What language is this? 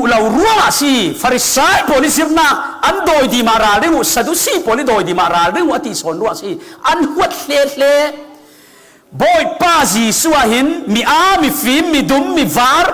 Falam Chin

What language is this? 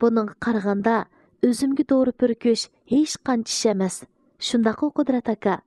Uyghur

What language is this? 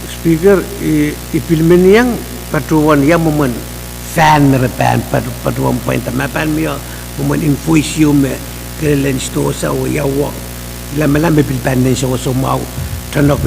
Pohnpeian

